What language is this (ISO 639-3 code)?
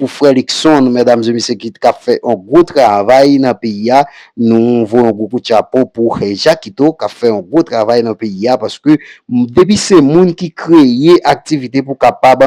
hat